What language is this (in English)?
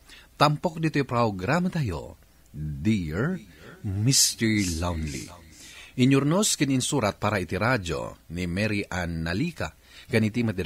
Iloko